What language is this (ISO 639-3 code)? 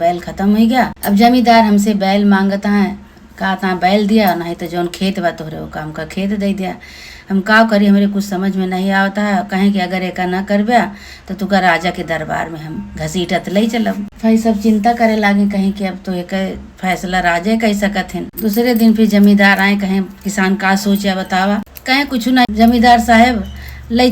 awa